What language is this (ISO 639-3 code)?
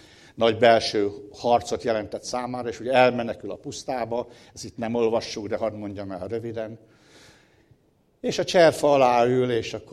hun